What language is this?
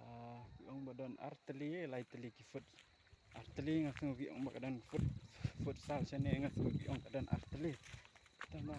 Khasi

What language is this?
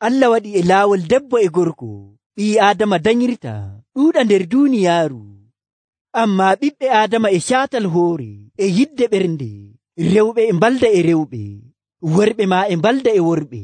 Nigerian Fulfulde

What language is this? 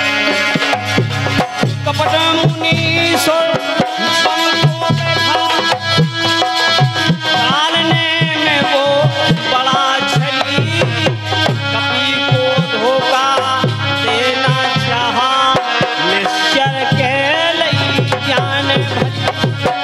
Hindi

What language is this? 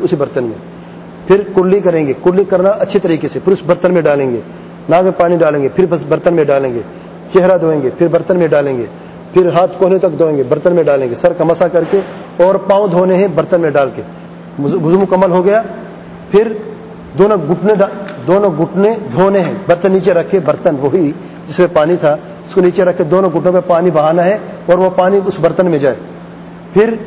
Urdu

